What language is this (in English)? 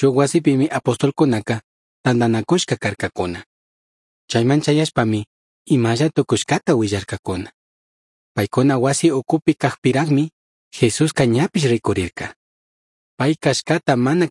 Chimborazo Highland Quichua